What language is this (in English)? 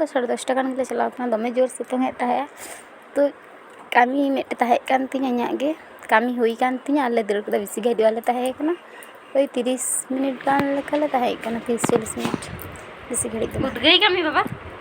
Santali